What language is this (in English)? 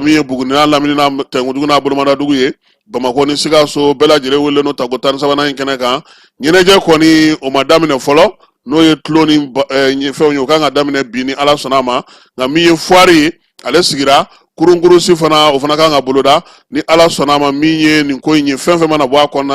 Bambara